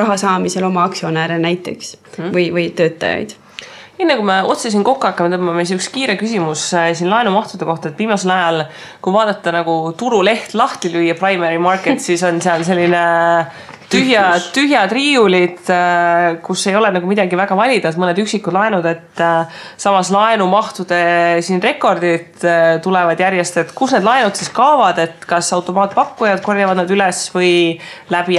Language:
Estonian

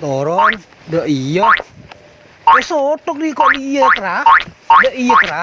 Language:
Madurese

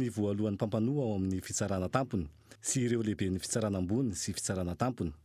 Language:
Malagasy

